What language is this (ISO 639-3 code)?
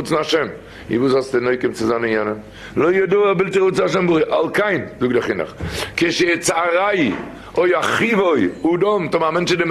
yid